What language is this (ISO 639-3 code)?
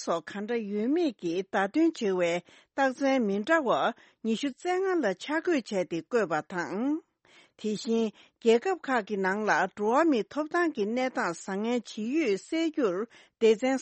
bod